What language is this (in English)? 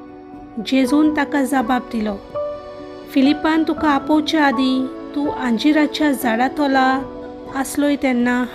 Konkani